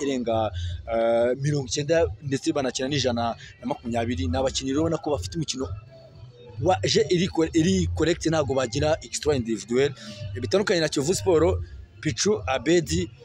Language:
Kinyarwanda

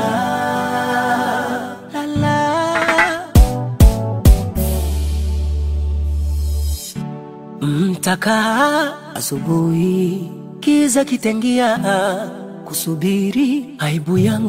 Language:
Swahili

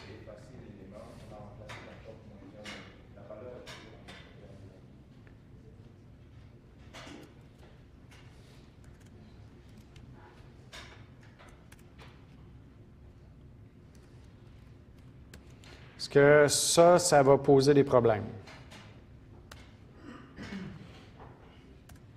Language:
French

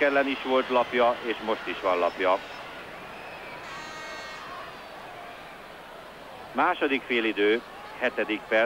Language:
Hungarian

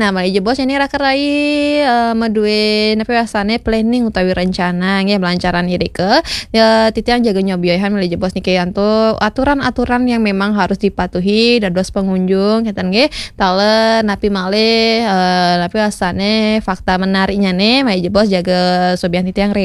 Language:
Balinese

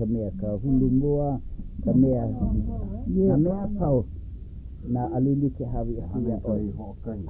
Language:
Hawaiian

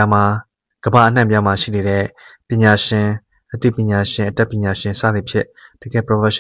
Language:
Burmese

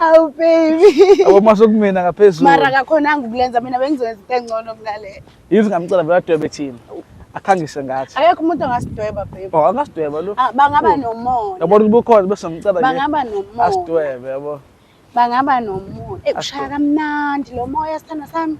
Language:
Zulu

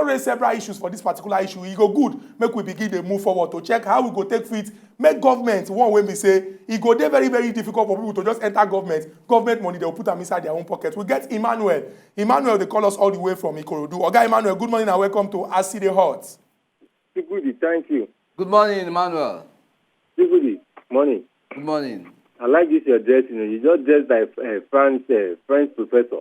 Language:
Nigerian Pidgin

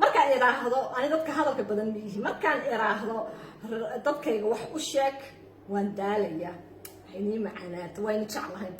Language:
Somali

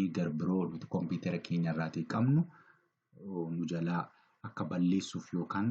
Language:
Oromo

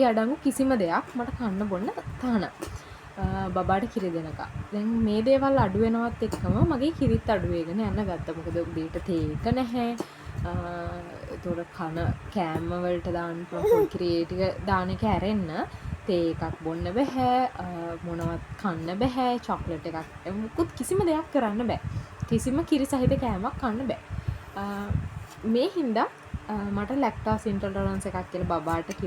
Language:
Sinhala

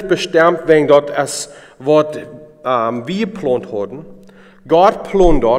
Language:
Plautdietsch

